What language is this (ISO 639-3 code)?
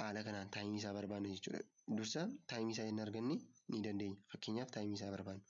orm